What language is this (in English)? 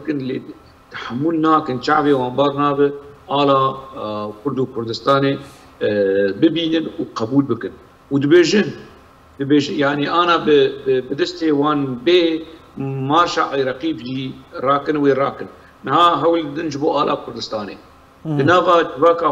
Kurdish